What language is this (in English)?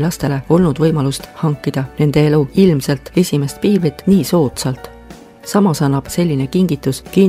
Estonian